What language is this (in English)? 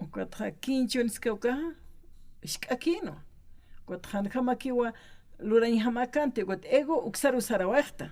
Aymara